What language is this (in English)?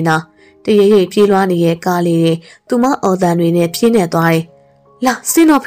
Burmese